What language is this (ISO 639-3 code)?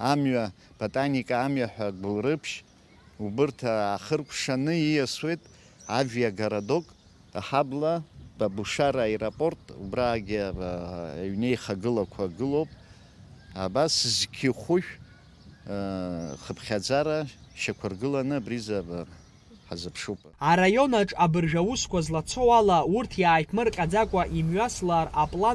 abk